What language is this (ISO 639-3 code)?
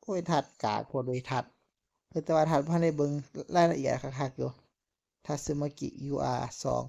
tts